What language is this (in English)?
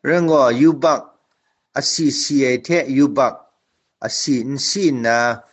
Kachin